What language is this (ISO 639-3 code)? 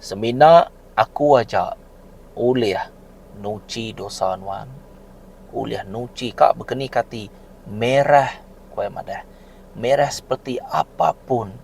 iba